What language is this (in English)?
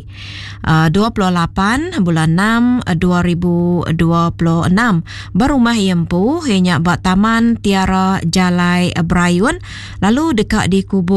Iban